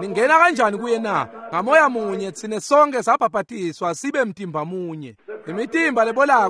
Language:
Swati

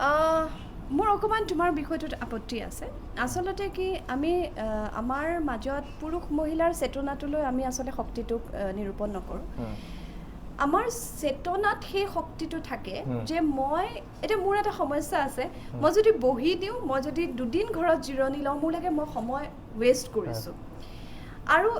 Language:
Assamese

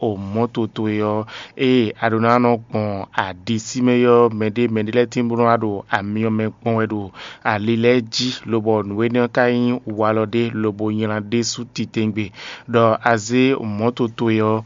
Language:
Fon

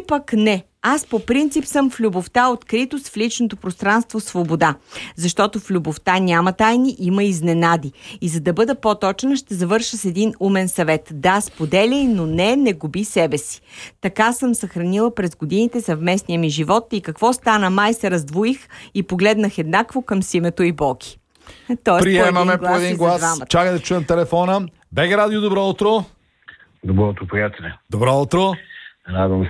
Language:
Bulgarian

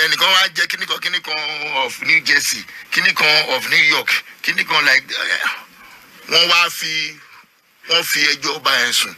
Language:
Yoruba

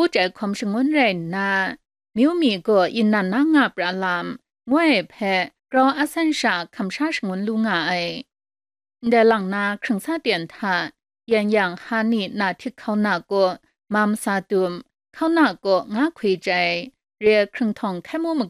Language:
Kachin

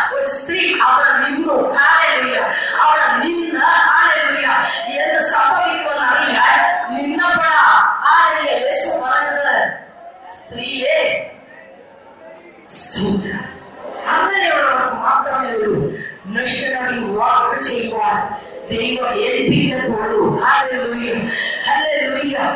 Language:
Malayalam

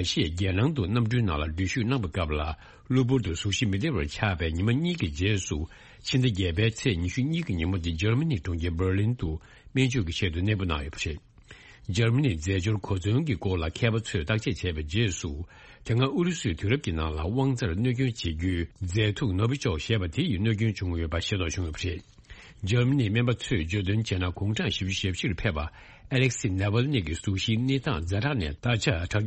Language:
Tibetan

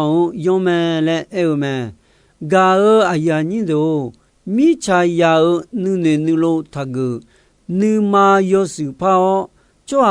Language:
Akha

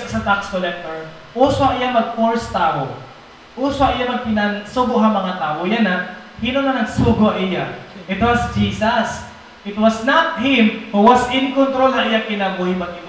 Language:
Waray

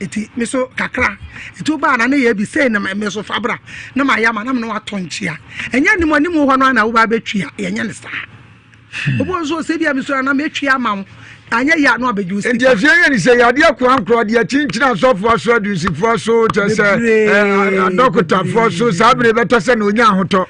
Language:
Akan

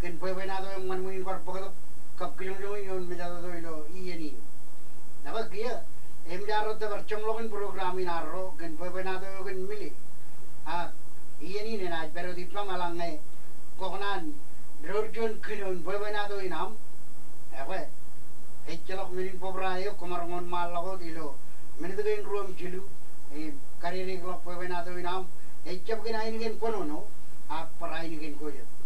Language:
Marshallese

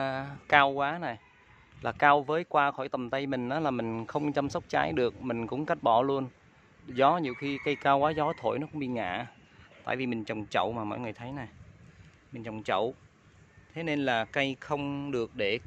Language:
Vietnamese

